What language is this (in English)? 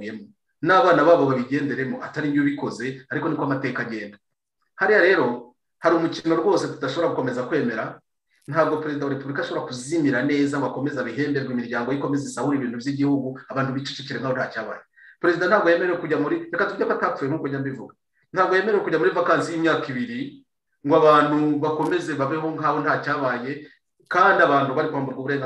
Kinyarwanda